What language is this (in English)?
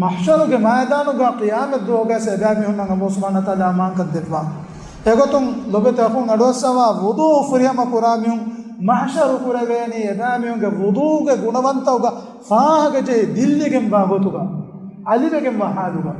Divehi